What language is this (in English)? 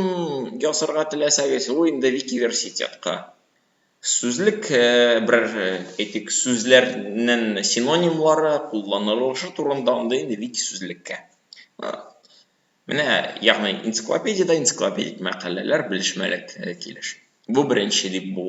Tatar